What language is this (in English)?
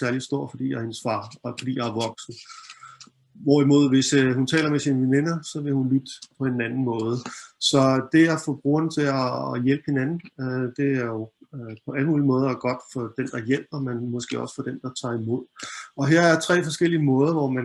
Danish